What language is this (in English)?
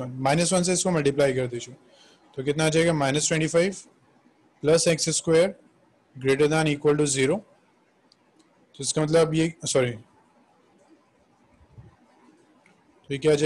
Hindi